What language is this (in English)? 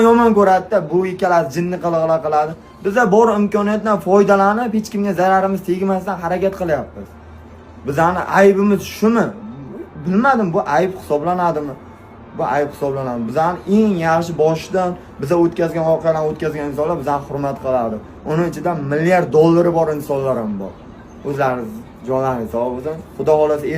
Uzbek